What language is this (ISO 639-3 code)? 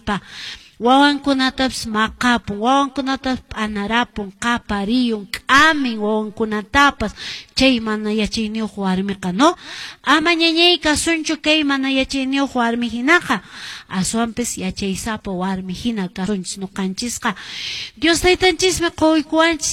que